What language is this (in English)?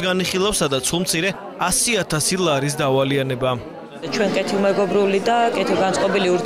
Georgian